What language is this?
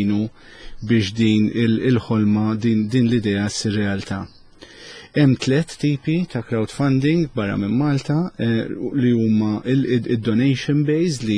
Maltese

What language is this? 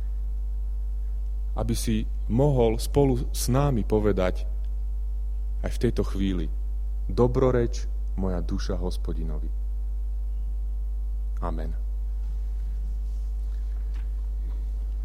Slovak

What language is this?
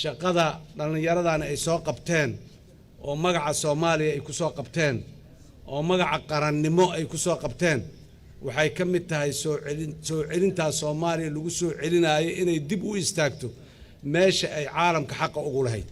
Somali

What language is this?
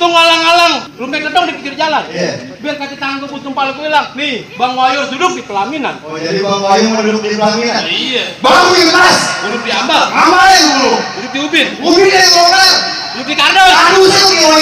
Betawi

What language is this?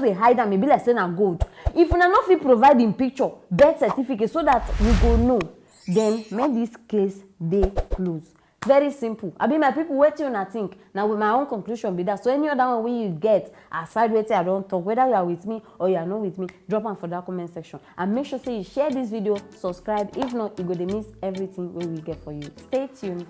Nigerian Pidgin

